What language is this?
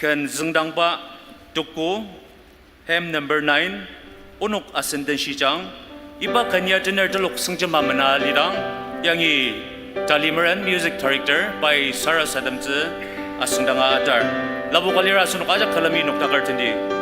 Ao Naga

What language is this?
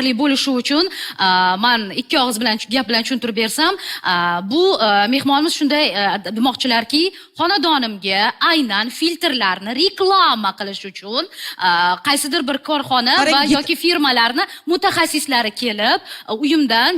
Uzbek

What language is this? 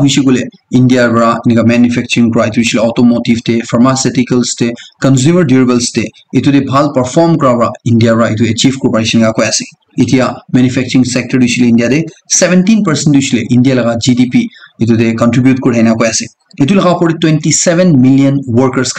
Naga Pidgin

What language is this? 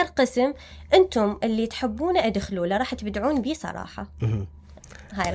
Mesopotamian Arabic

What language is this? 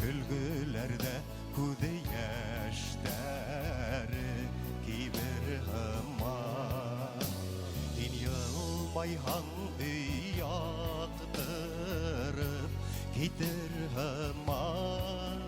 Bashkir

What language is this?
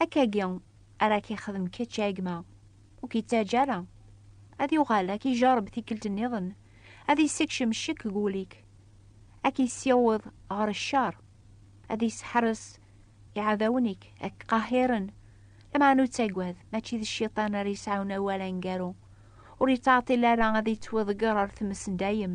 Kabyle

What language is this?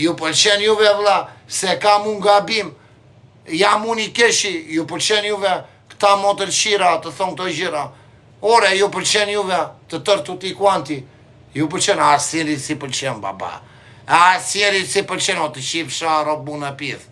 Albanian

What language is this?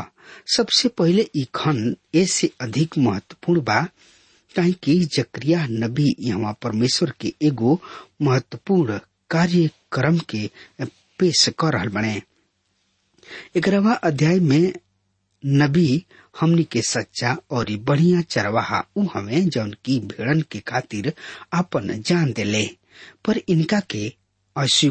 Bhojpuri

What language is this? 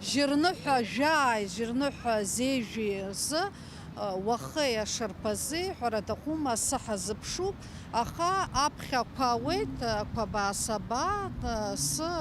Abkhazian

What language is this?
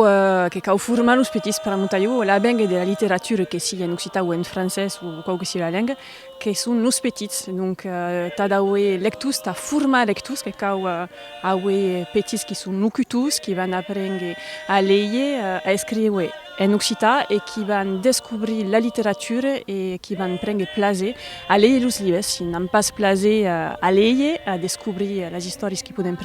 Occitan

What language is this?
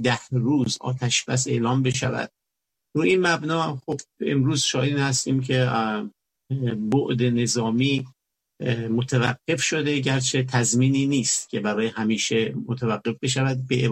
Persian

